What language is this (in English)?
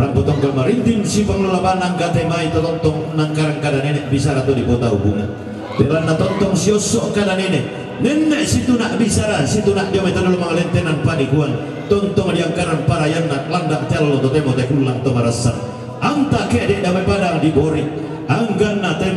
Toraja-Sa'dan